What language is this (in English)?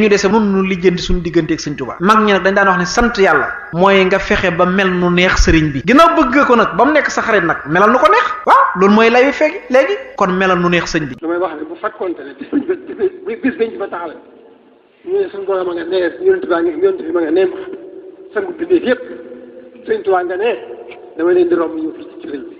Wolof